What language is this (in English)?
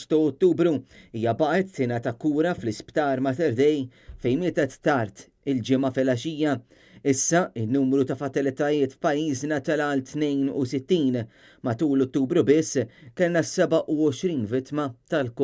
Maltese